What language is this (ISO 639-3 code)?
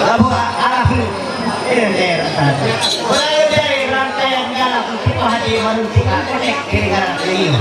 mhy